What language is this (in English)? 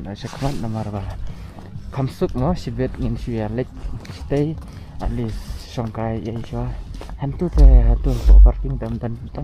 Khasi